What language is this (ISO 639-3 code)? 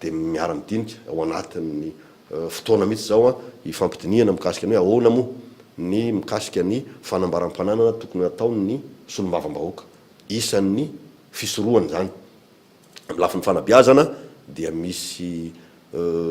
mlg